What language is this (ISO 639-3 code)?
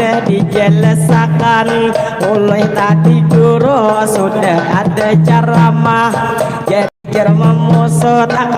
bjn